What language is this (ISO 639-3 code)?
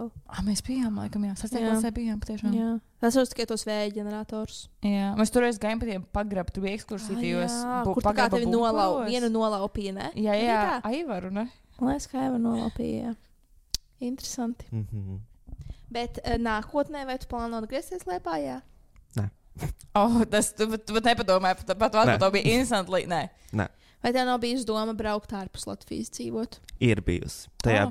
lav